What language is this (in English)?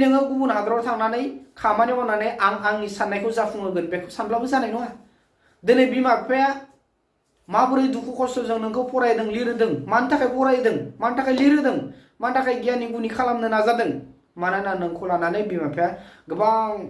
Bodo